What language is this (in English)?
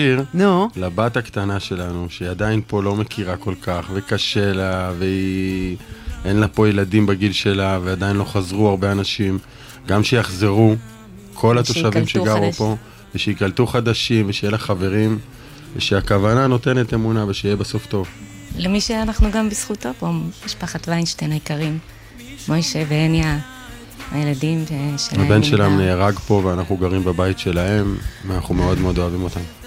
Hebrew